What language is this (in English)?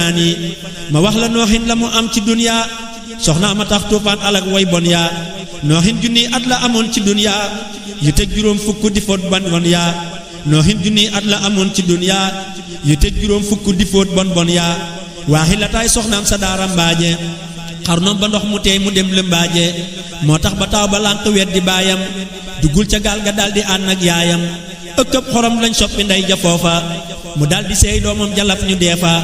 Wolof